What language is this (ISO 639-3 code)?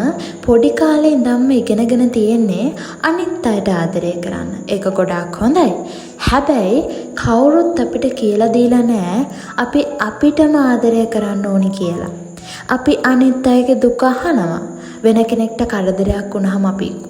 sin